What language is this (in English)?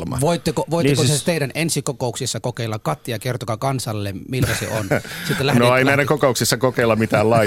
Finnish